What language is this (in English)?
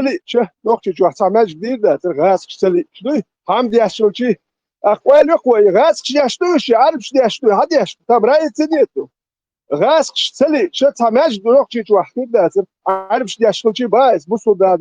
Chechen